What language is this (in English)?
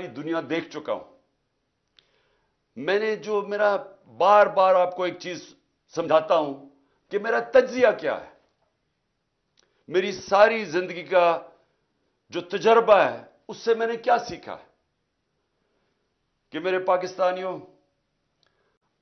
Urdu